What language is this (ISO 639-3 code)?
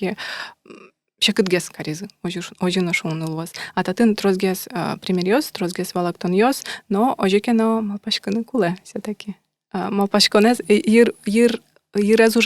udm